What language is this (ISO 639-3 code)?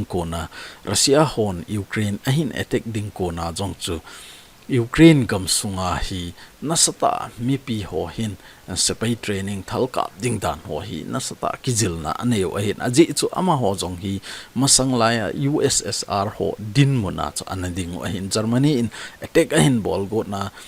tcz